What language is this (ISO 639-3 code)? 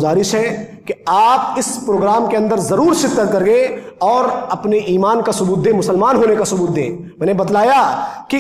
urd